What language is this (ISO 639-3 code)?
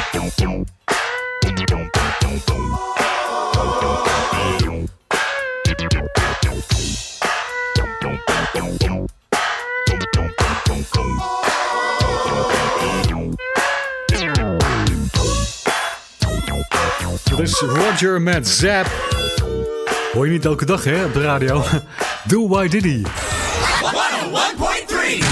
nld